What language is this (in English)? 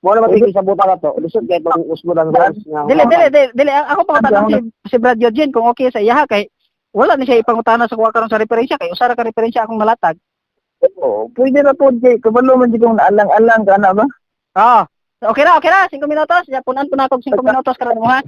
Cebuano